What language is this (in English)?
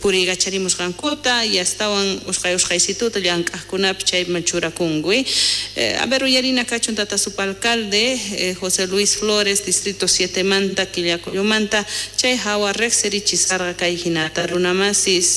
South Bolivian Quechua